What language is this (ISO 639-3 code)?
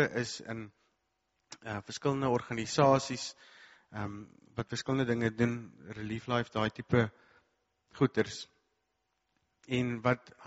afr